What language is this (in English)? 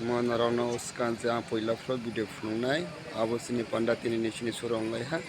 Kok Borok